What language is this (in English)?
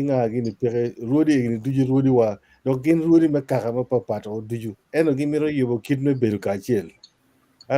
Acoli